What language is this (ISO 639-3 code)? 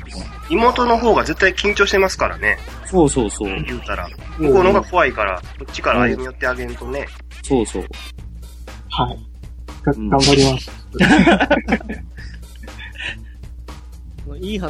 jpn